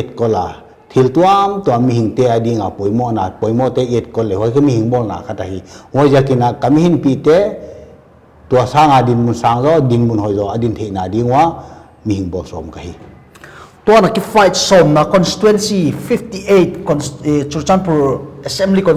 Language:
Paite Chin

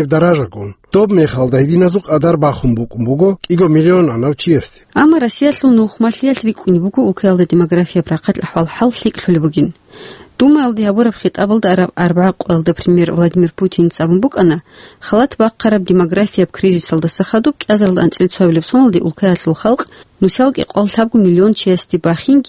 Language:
Avaric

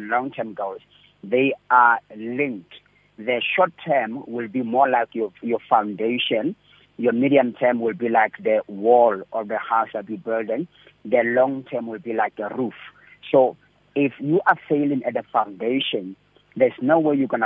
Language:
English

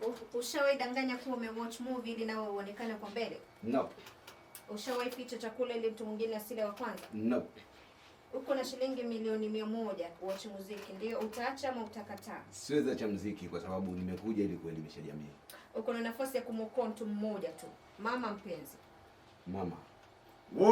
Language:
Swahili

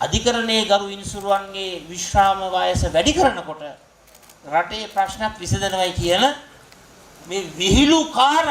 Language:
Sinhala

